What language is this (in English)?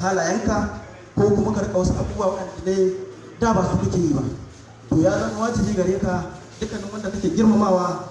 Hausa